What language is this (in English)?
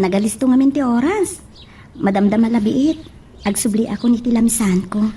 Iloko